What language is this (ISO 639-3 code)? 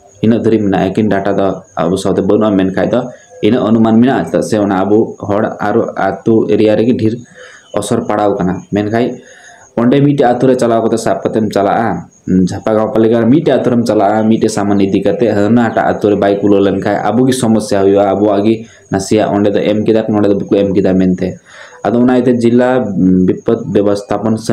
sat